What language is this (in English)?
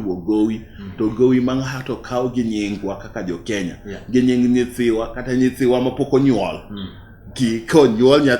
Luo (Kenya and Tanzania)